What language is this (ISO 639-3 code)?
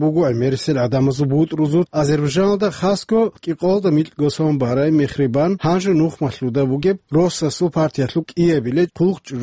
ava